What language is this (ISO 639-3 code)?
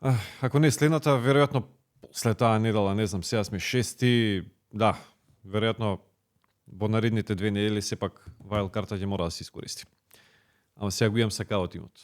mkd